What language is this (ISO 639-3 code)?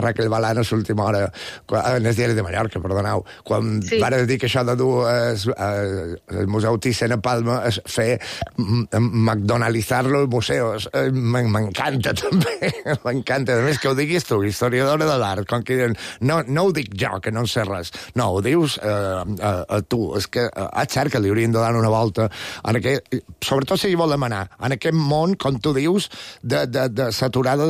cat